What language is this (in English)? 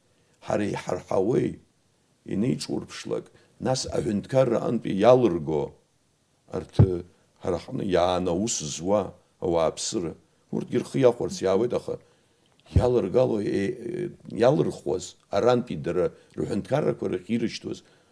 Abkhazian